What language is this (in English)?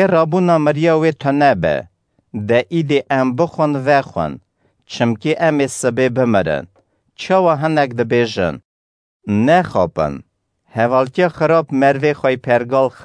Kurdish